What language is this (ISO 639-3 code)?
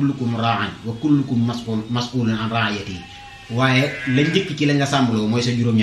wol